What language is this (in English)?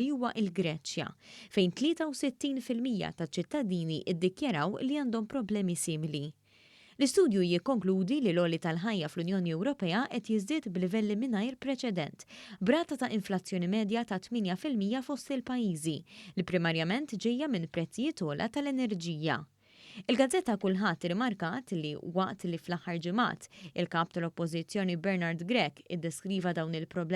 Maltese